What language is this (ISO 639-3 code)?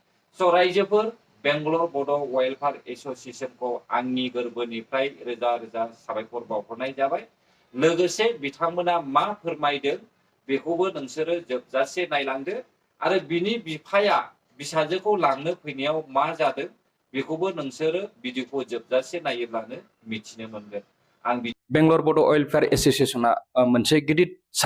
brx